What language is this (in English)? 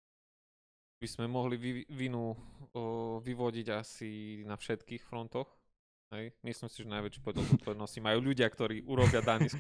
Slovak